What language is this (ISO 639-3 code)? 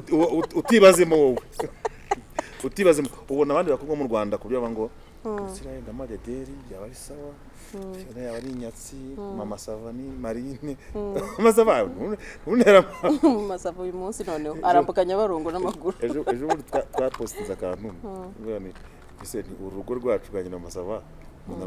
kin